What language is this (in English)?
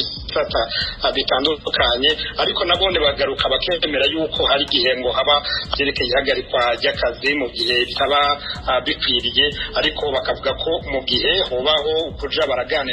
Rundi